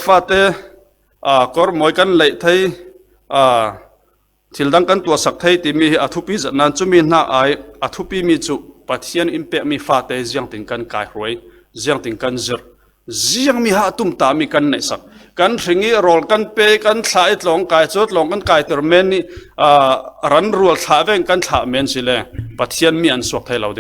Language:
Falam Chin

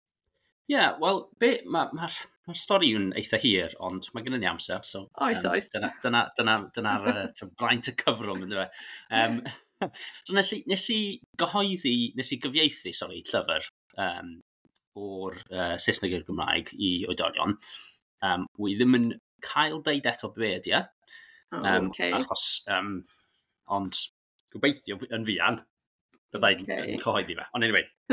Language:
Welsh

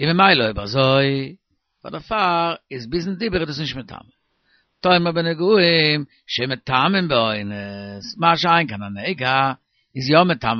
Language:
Yiddish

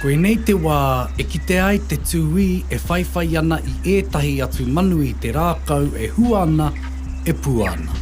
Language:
Māori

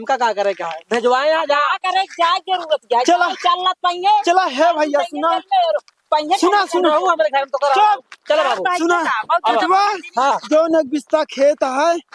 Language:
Awadhi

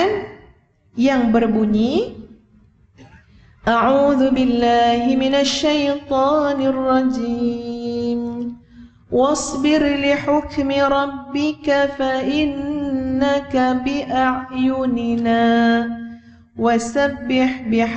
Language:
Malay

